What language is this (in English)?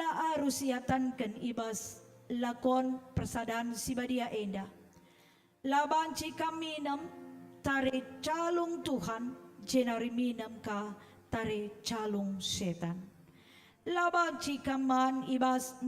Batak Karo